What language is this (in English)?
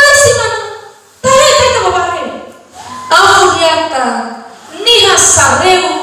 Nias